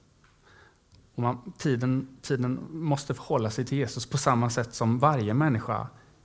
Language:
Swedish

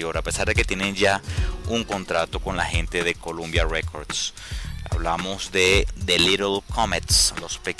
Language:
Spanish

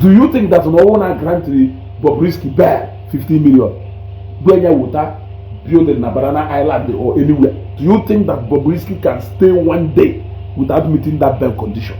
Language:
Igbo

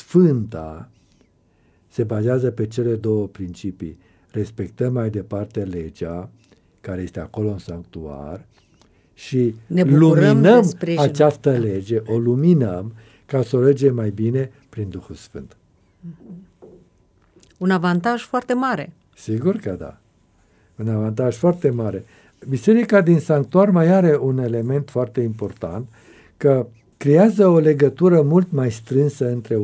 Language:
Romanian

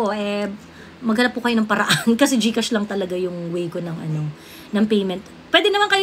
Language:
Filipino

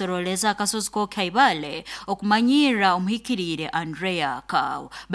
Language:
Nyoro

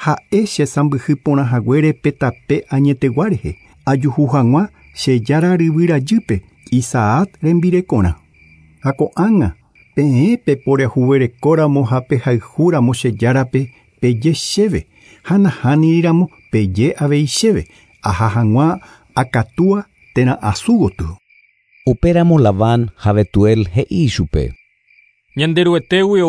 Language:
Guarani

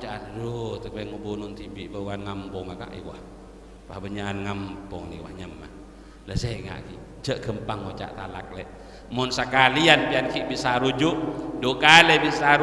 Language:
Madurese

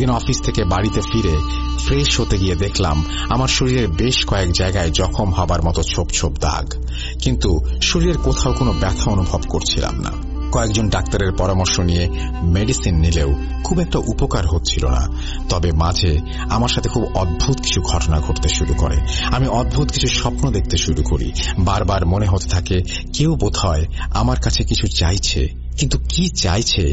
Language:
Bangla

